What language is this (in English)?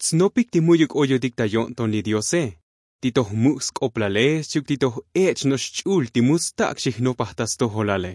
Tzotzil